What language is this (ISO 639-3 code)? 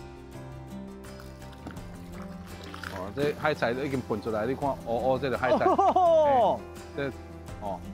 nan